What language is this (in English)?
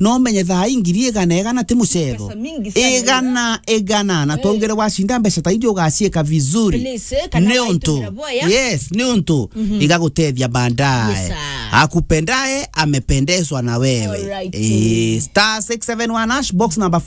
Meru